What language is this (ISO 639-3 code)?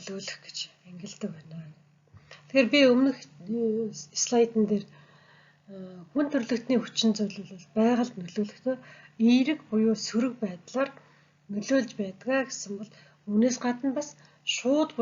mon